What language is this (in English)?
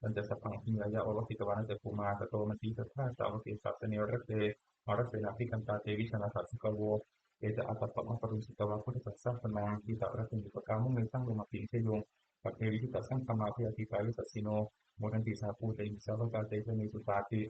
Pali